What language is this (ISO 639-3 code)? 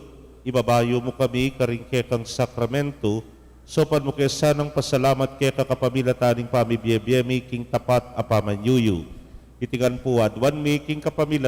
pam